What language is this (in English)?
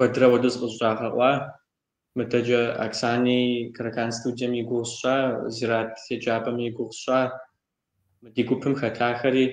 Kabardian